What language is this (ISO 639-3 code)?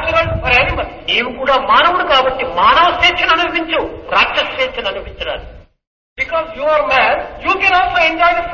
tel